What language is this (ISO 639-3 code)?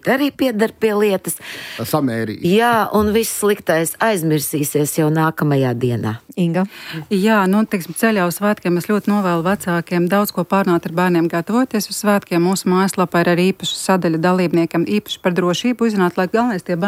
lav